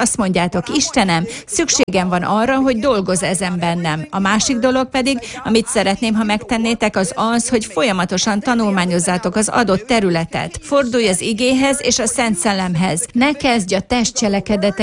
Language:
Hungarian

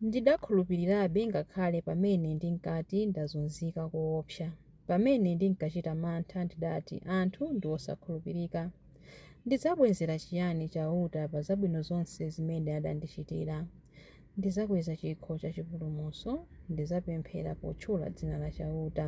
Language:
Nyanja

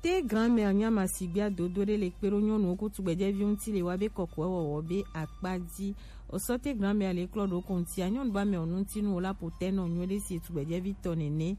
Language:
Gen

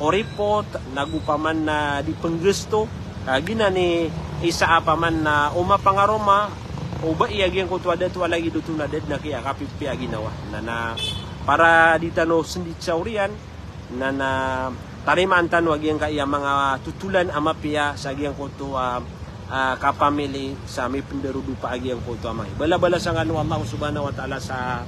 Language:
Maranao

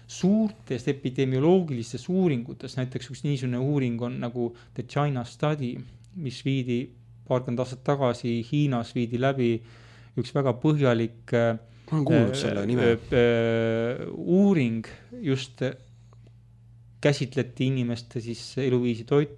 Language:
Estonian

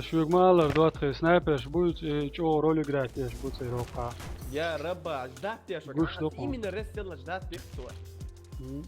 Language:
Chechen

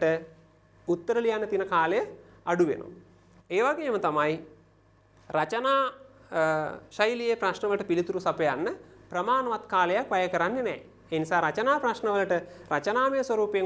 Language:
Sinhala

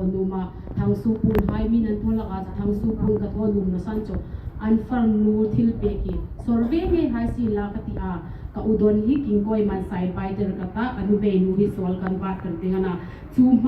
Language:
Hmar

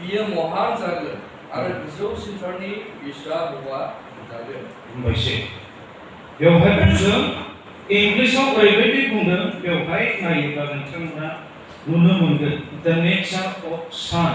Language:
Bodo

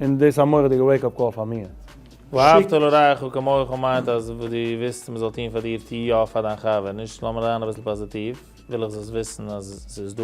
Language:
Yiddish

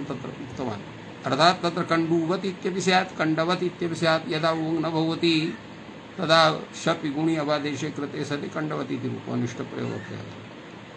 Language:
Sanskrit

